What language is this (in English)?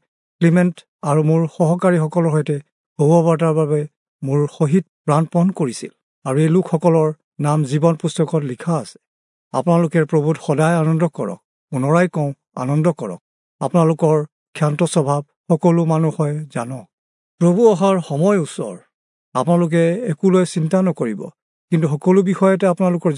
Assamese